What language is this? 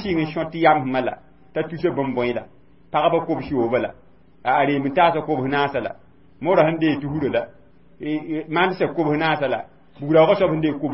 Mossi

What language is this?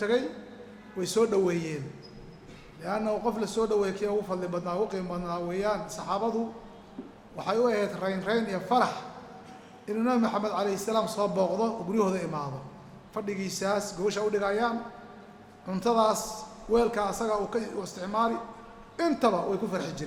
Somali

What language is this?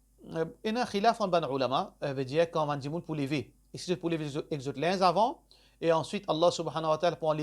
Morisyen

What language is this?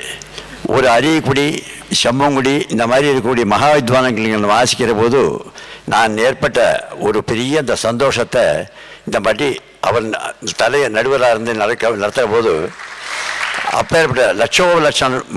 Tamil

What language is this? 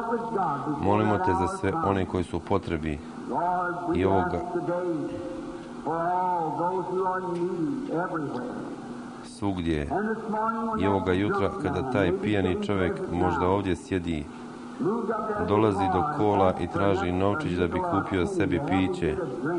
Croatian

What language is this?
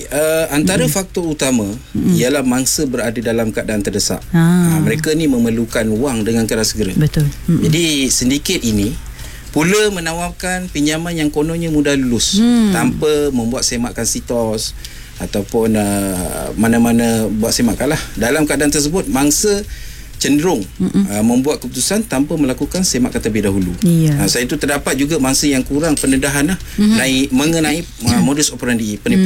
Malay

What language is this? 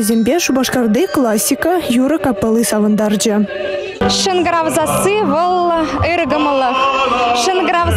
Chuvash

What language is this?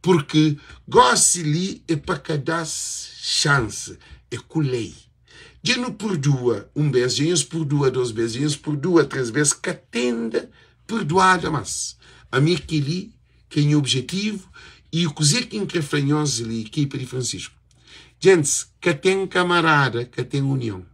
Kabuverdianu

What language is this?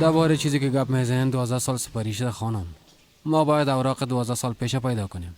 Persian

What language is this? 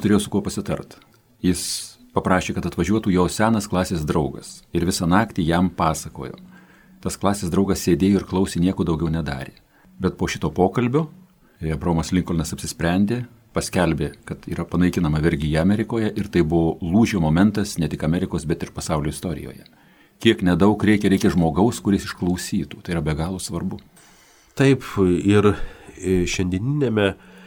Lithuanian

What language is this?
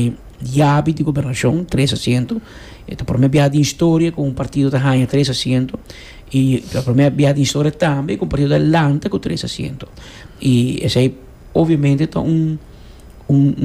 Papiamento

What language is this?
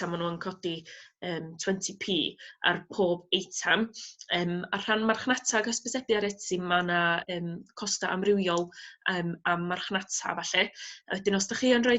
Welsh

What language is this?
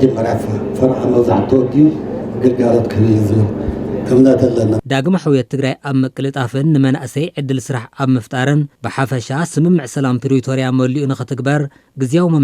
Tigrinya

